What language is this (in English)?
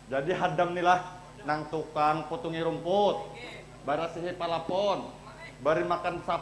Banjar